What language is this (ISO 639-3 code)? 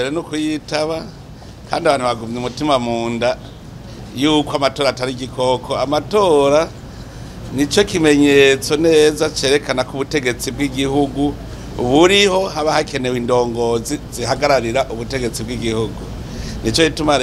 run